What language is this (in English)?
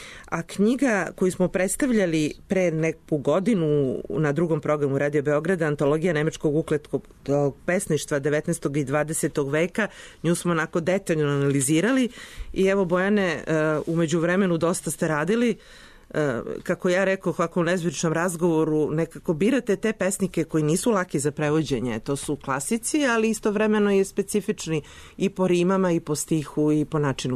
Serbian